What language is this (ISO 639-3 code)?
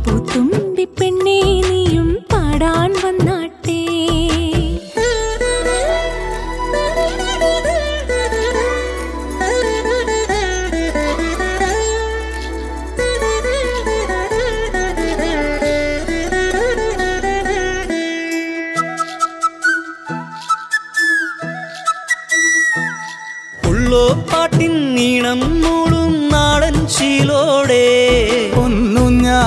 mal